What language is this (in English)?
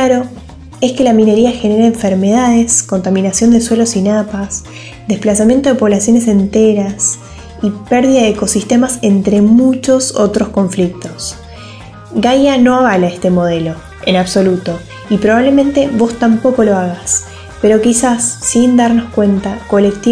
Spanish